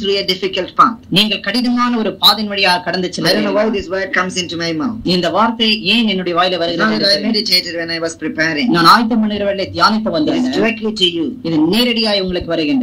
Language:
Tamil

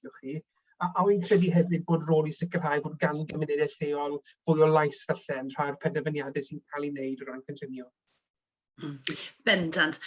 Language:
Welsh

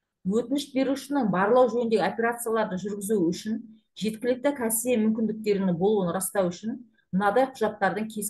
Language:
Kazakh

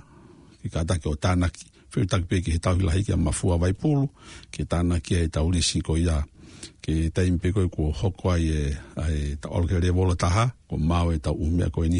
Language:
Tongan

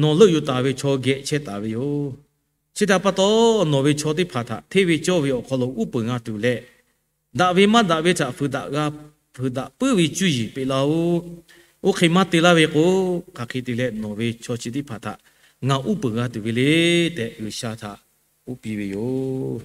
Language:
Lahu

